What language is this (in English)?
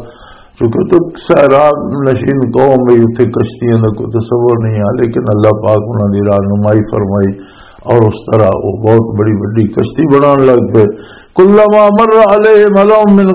Western Panjabi